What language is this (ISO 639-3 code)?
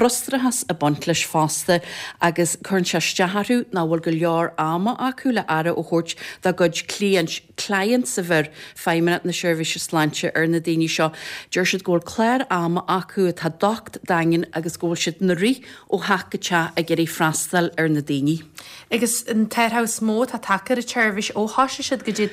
gle